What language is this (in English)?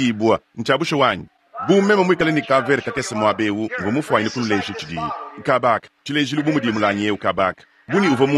Luba-Lulua